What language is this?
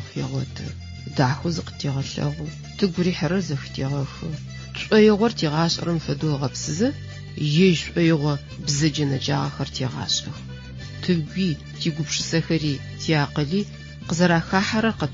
Adyghe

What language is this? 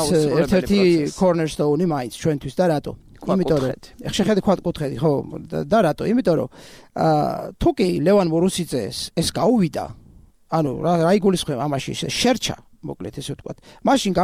Georgian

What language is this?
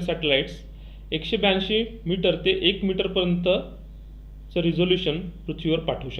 Marathi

